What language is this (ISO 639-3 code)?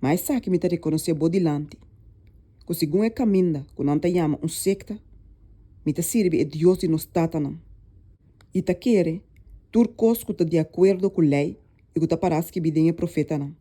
pap